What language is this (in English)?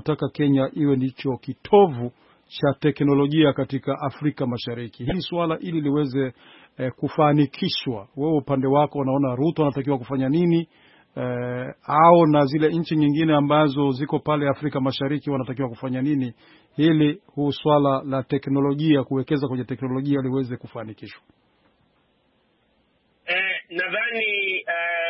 Swahili